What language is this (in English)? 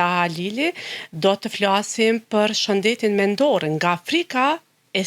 Albanian